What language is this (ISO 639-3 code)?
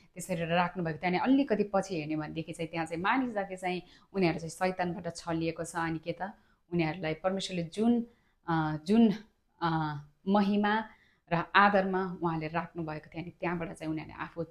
nep